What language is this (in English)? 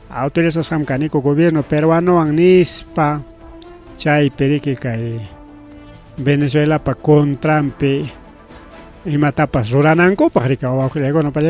Ayacucho Quechua